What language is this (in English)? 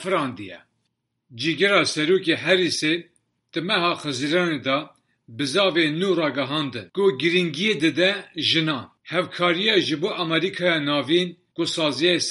Kurdish